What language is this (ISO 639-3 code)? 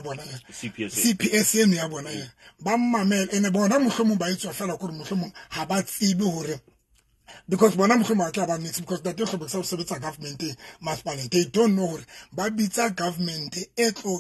sot